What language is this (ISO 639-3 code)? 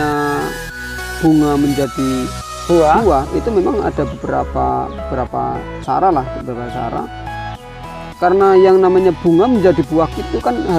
ind